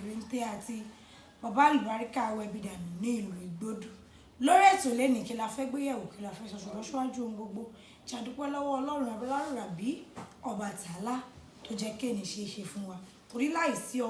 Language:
Yoruba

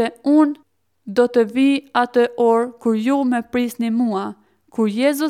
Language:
Albanian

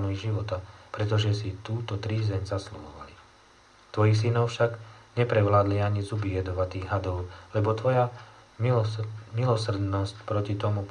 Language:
Slovak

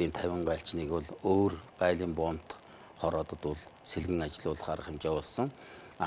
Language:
Mongolian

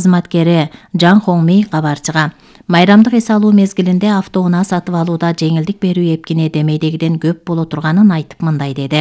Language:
Kyrgyz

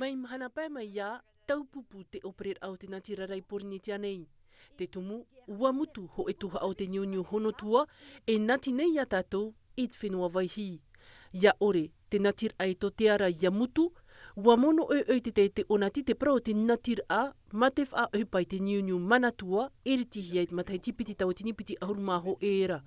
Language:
Tahitian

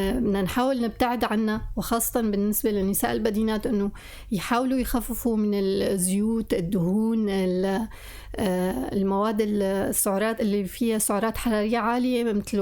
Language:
North Levantine Arabic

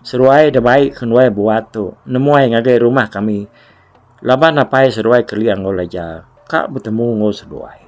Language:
Iban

